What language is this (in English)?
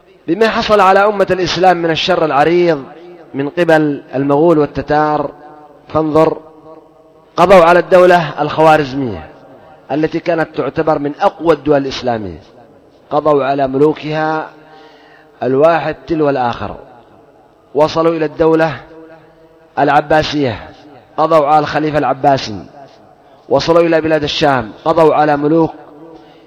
Arabic